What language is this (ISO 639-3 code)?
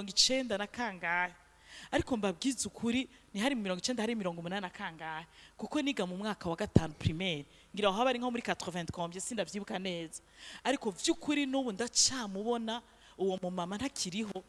run